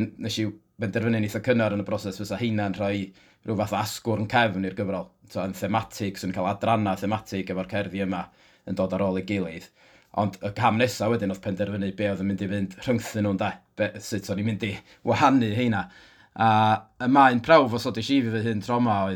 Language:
Welsh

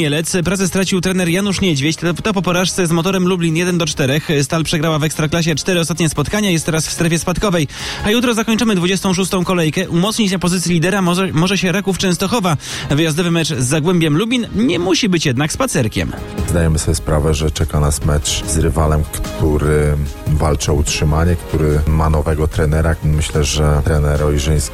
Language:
Polish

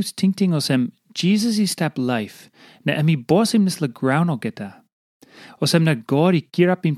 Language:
Tok Pisin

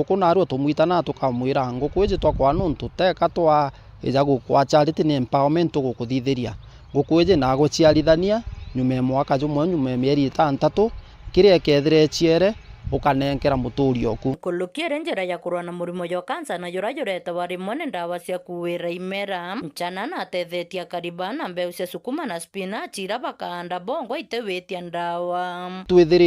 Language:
Meru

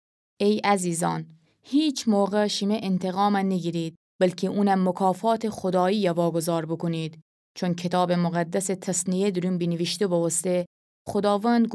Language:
Gilaki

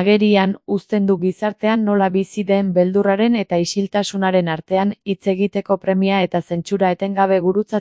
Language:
Basque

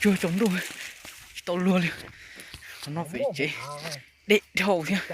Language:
Hmong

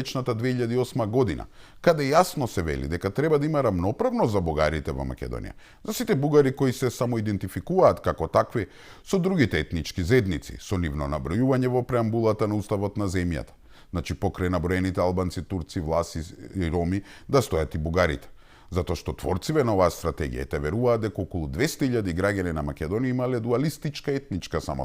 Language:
Macedonian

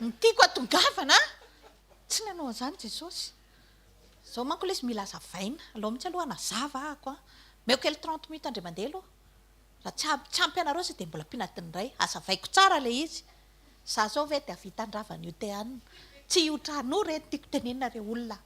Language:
Malagasy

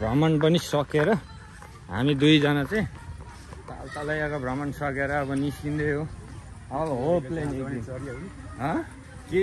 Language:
Nepali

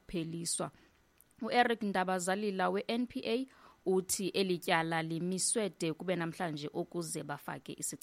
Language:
Xhosa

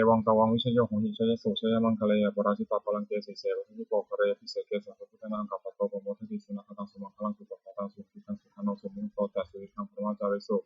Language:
Pali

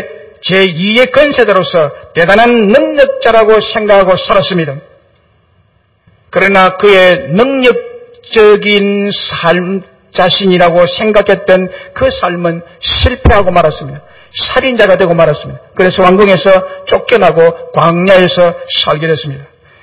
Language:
Korean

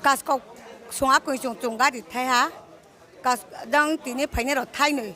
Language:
Riang (India)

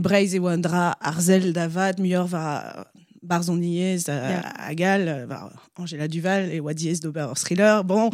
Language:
Breton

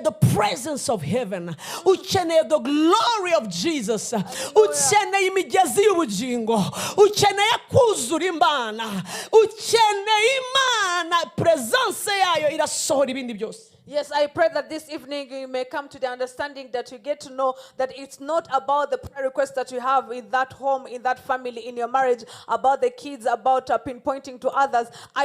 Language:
Kinyarwanda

